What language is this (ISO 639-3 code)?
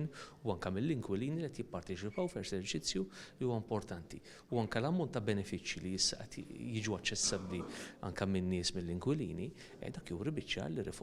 mlt